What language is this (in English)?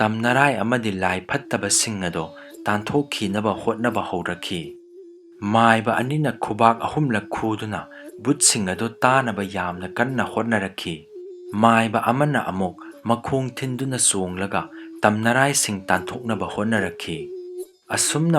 Manipuri